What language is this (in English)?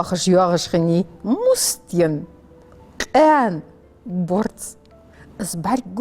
Ingush